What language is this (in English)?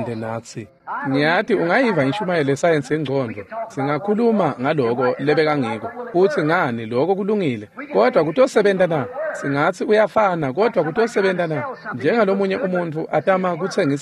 Swati